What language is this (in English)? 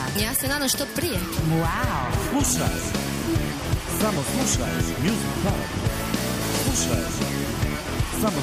Croatian